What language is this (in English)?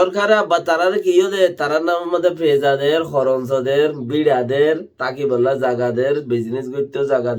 Rohingya